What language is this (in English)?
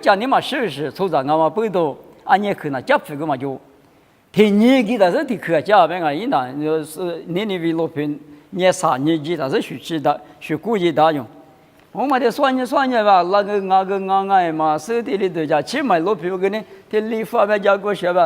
Lisu